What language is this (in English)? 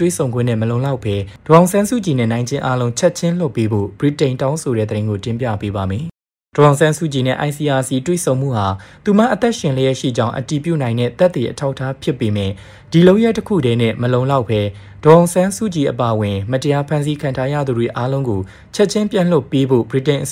Burmese